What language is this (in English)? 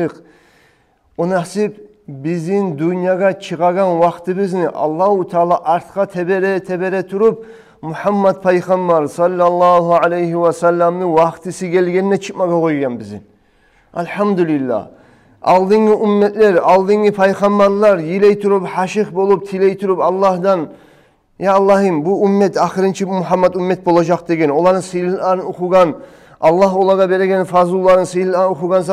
Kumyk